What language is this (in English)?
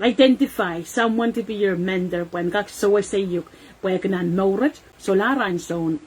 Pohnpeian